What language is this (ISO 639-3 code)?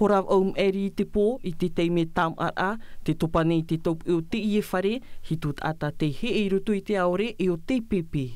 tah